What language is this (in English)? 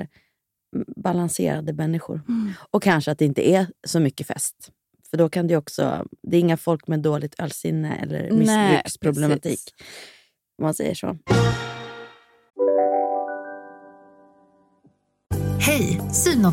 Swedish